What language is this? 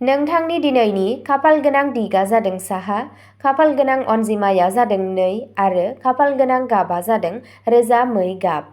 Bodo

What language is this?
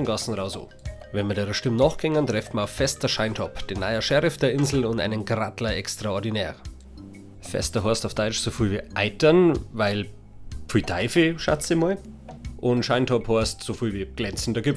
Bavarian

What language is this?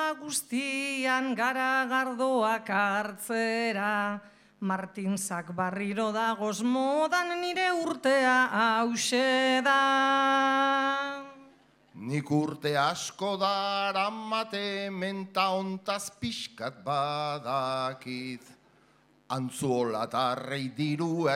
Basque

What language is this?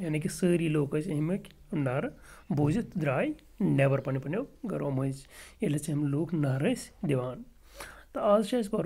Kashmiri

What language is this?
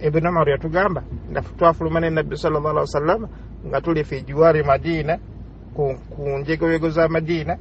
Ganda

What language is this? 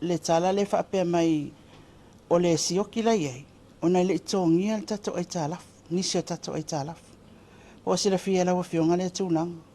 Samoan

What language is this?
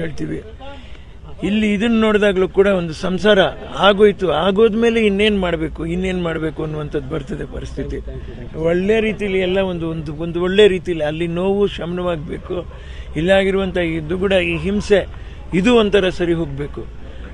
Kannada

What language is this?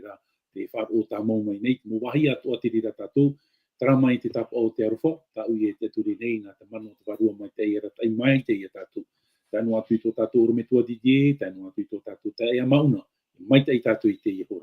Tahitian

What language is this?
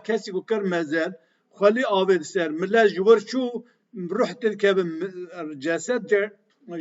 Kurdish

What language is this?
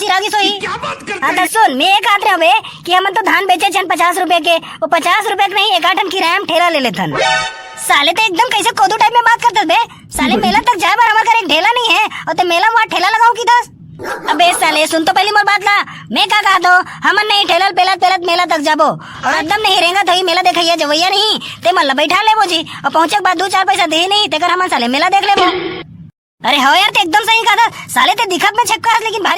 Chhattisgarhi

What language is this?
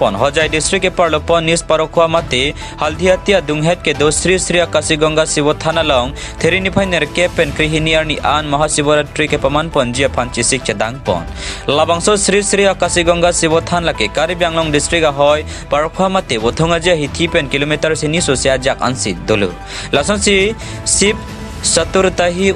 Karbi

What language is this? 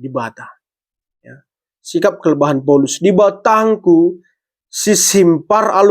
Batak Karo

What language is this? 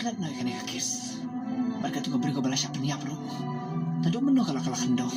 Khasi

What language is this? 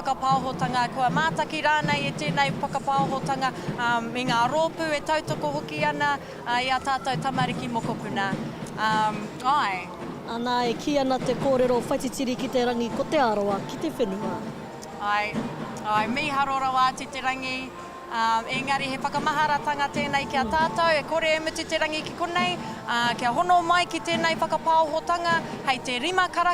Māori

